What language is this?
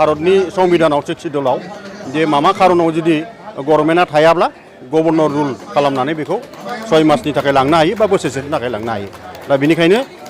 Bodo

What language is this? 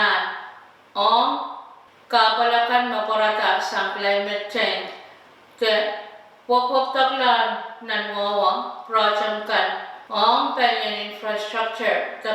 Pohnpeian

